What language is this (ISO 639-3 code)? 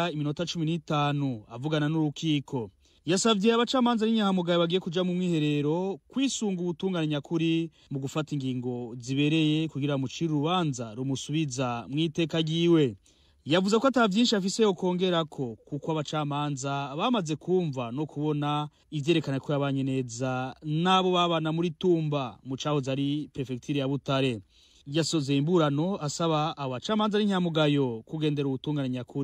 run